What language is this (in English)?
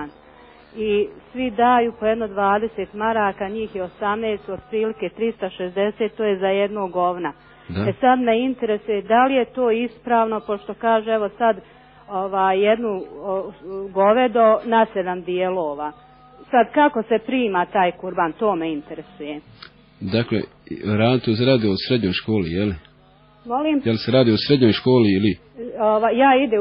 Bosnian